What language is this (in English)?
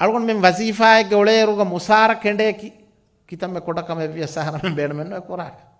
Divehi